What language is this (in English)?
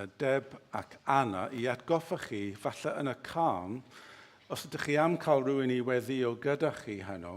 Welsh